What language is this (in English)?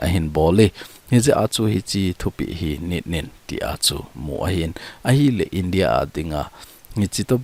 Thado Chin